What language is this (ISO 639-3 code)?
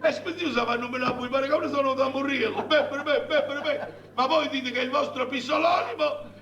nap